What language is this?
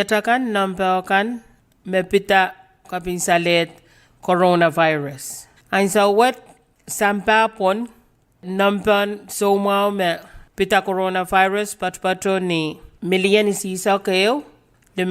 Pohnpeian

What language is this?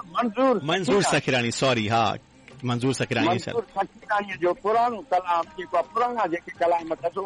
Sindhi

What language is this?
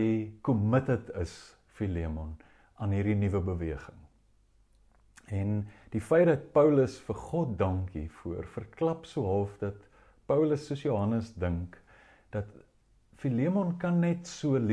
Afrikaans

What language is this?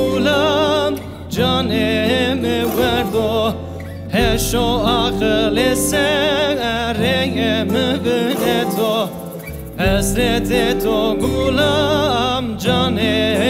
Zaza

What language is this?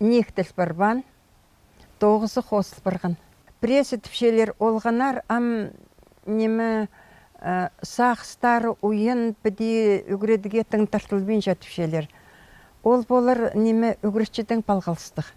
Khakas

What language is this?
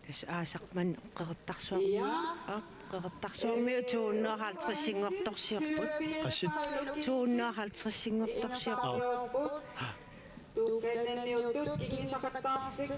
Kalaallisut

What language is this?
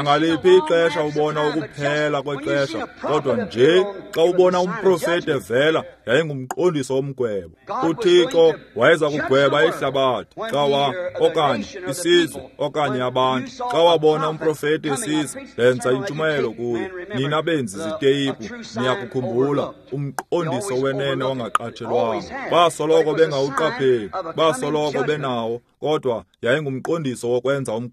Xhosa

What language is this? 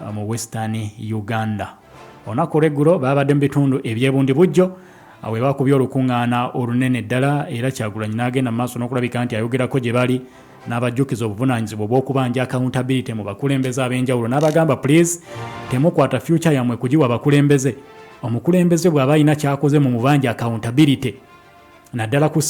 Ganda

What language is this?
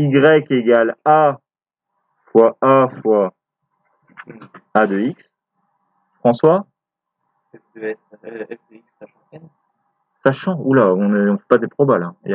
French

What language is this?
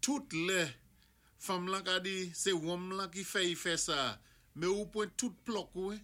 Saint Lucian Creole French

